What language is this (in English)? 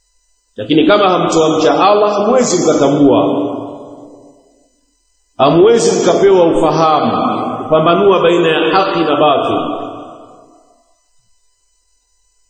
Swahili